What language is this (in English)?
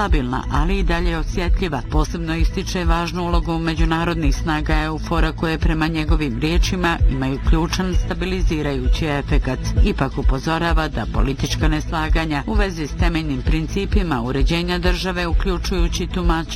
Bosnian